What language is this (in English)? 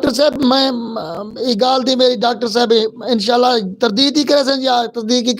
Western Panjabi